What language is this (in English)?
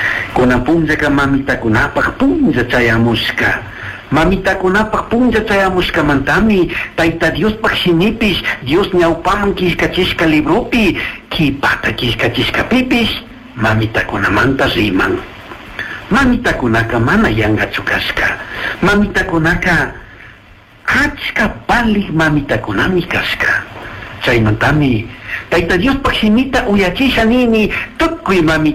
Chimborazo Highland Quichua